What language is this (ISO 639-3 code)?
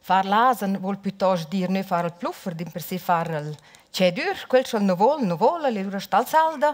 roh